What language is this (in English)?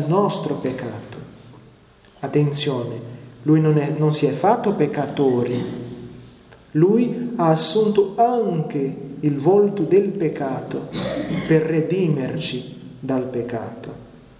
Italian